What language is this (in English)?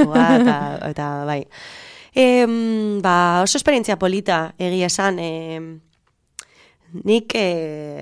Basque